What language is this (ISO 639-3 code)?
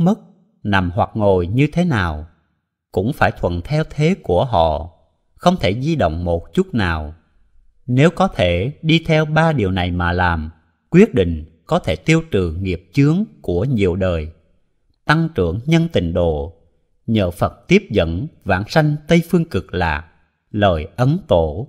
vie